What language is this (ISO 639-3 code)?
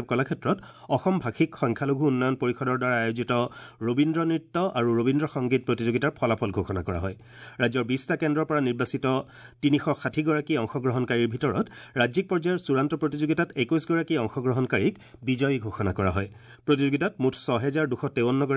asm